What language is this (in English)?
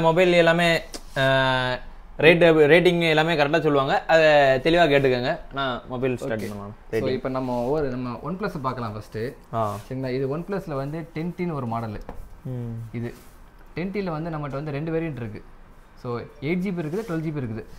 Tamil